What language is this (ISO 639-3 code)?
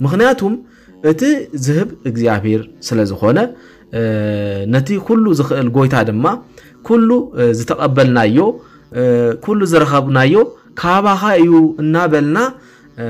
tir